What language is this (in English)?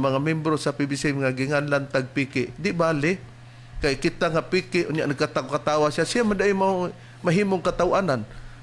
Cebuano